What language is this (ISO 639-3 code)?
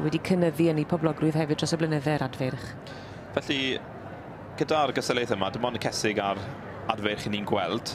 cym